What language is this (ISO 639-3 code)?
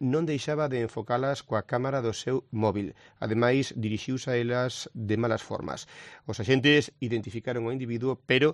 glg